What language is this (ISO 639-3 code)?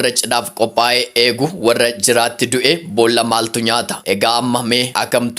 orm